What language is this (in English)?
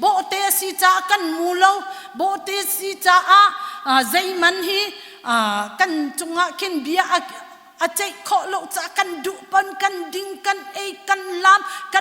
Hakha Chin